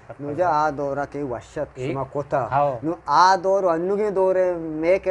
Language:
Eastern Balochi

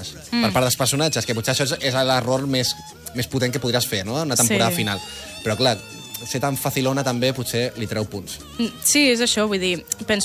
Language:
Catalan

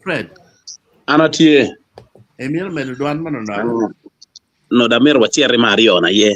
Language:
Acoli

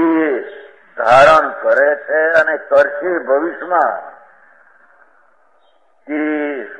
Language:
Gujarati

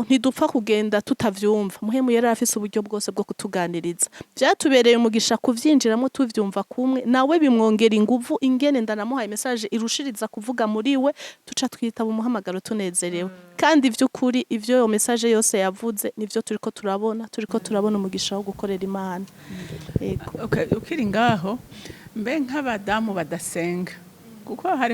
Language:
Rundi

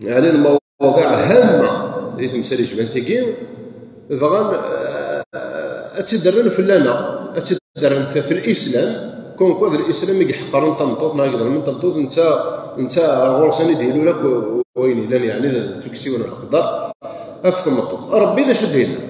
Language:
Kabyle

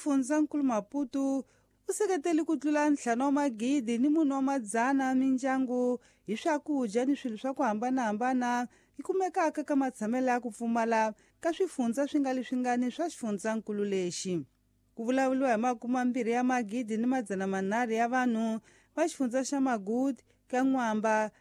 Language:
Tsonga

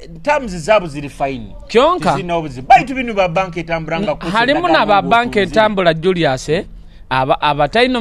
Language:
Nyoro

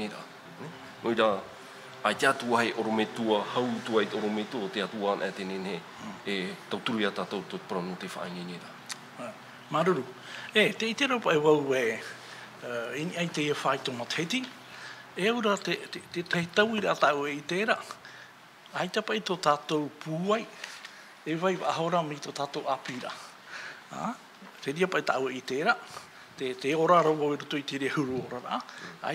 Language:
Tahitian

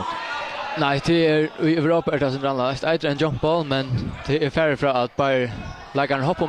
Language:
Faroese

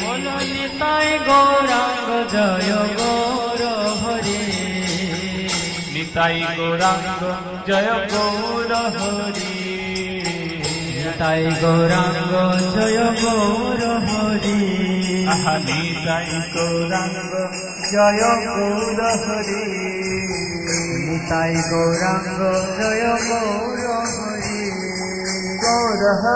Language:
Bangla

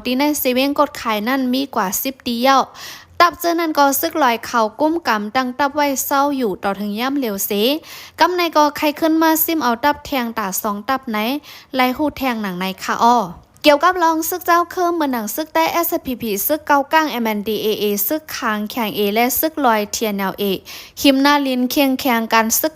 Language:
Shan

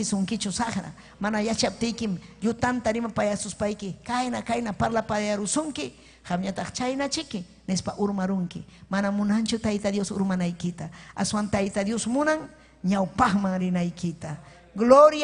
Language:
Ayacucho Quechua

